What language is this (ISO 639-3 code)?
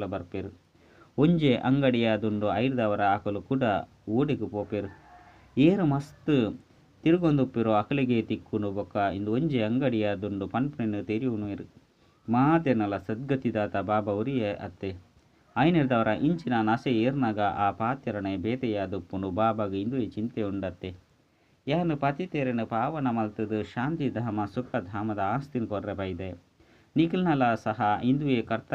tcy